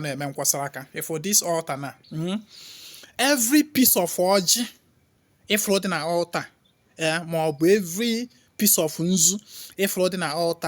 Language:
Igbo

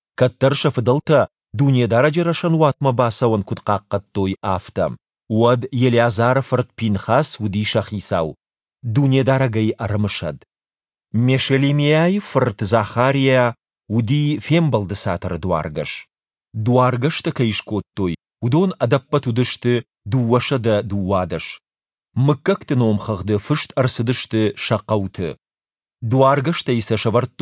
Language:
Ossetic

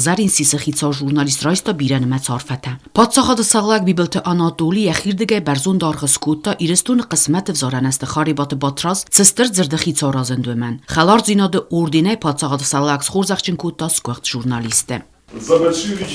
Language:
Ossetic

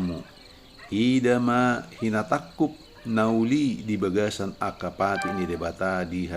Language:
Batak Toba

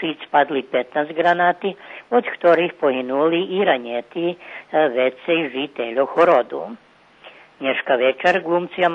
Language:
Rusyn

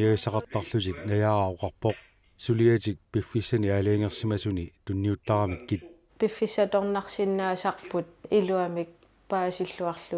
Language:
Kalaallisut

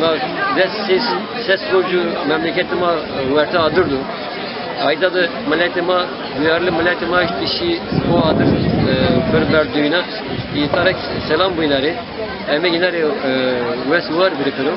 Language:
Zaza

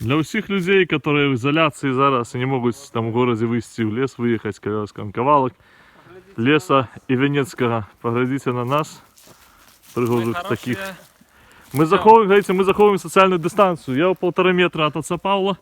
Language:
Belarusian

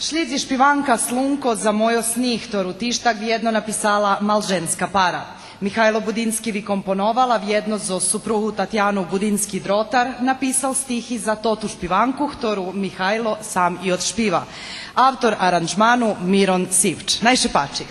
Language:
Rusyn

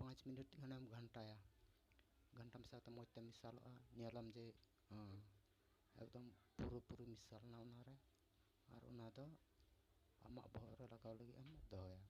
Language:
Santali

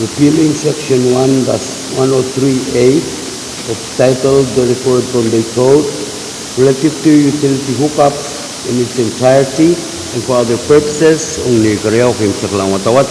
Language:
Pohnpeian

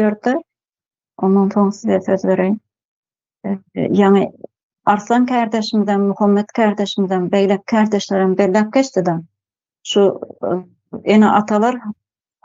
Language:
Turkmen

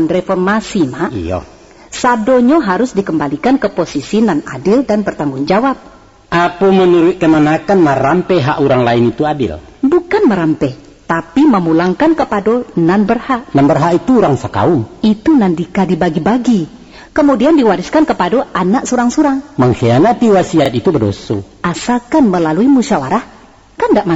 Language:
Minangkabau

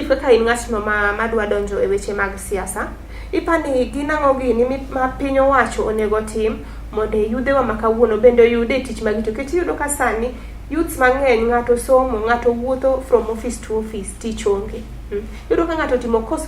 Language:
Luo (Kenya and Tanzania)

